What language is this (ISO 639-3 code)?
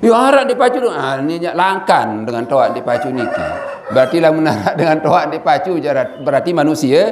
sas